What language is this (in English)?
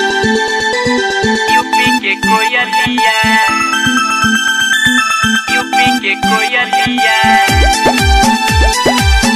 Bhojpuri